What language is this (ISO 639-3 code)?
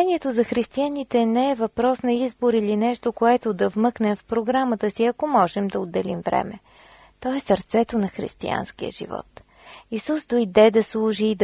bul